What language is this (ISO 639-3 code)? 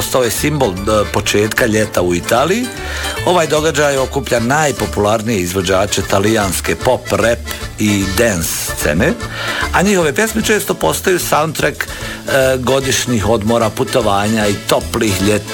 hrv